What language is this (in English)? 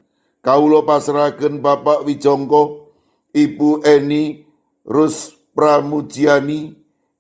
Javanese